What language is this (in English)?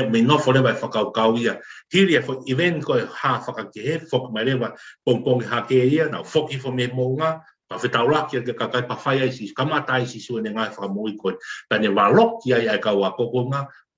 Tongan